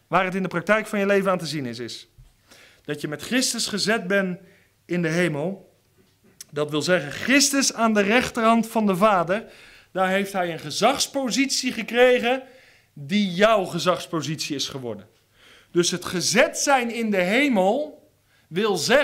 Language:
Dutch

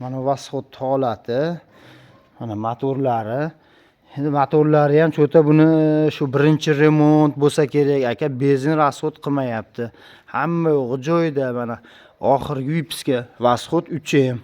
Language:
Uzbek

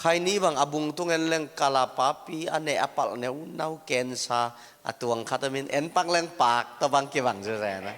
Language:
Tedim Chin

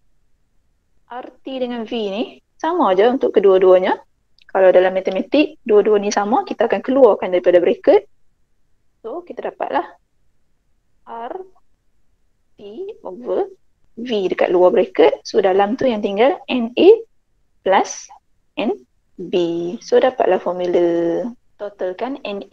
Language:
Malay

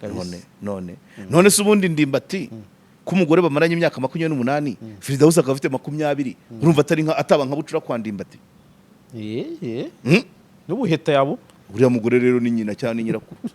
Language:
Kinyarwanda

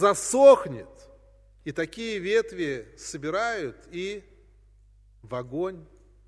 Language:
Russian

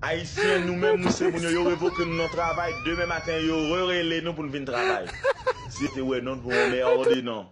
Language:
Haitian Creole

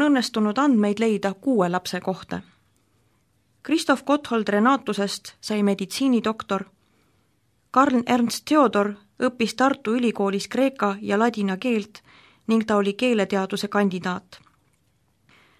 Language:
Estonian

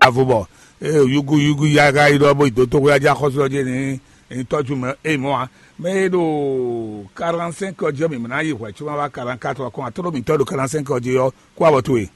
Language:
Fon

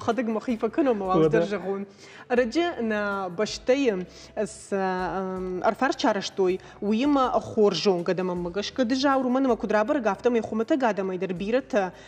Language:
Ossetic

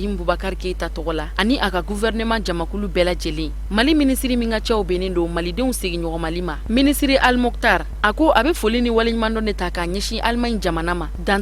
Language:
Bambara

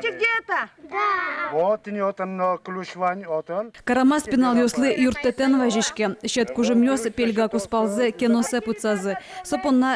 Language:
Udmurt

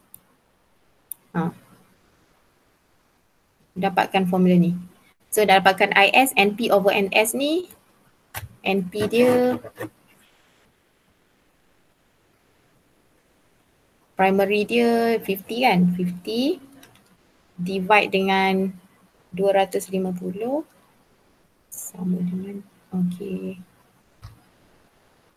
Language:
Malay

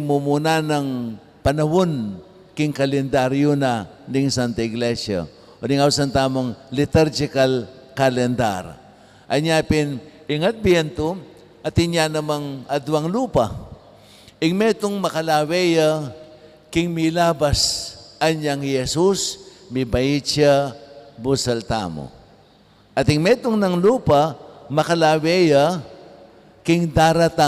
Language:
Pampanga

